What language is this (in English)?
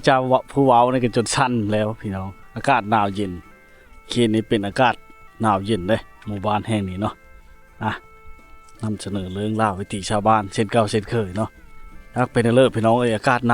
Lao